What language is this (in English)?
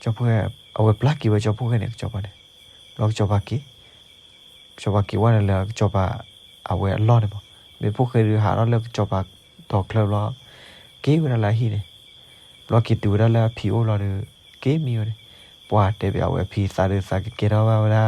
S'gaw Karen